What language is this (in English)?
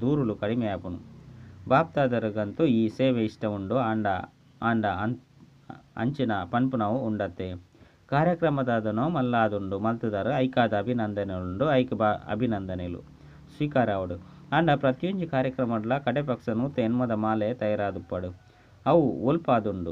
Tulu